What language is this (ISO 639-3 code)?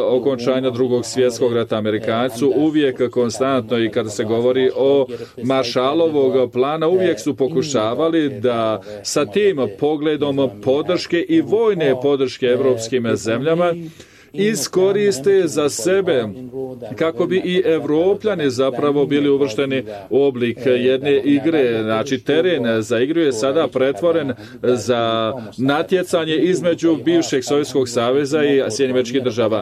bos